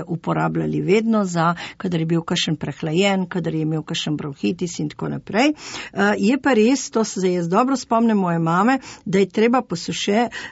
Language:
Slovenian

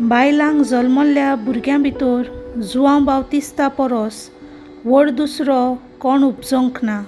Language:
Konkani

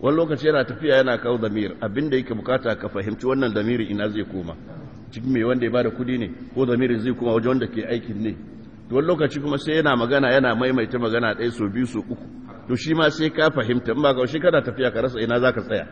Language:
Hausa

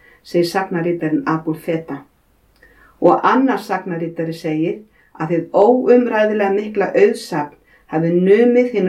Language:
Icelandic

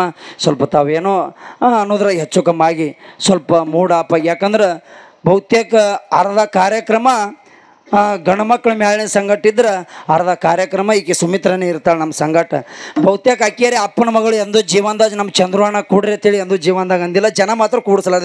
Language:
Kannada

